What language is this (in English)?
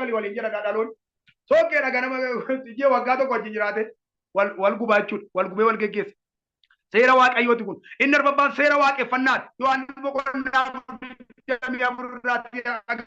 Oromo